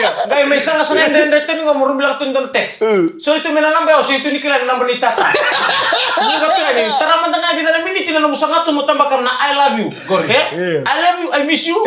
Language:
Fijian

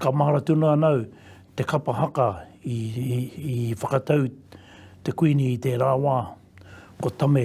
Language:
Māori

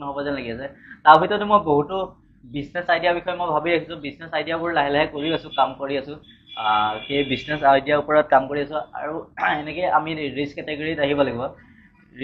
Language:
Assamese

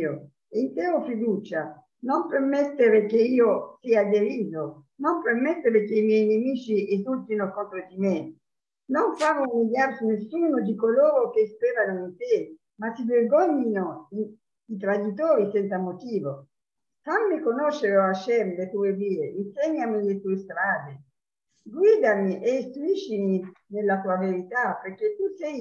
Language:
Italian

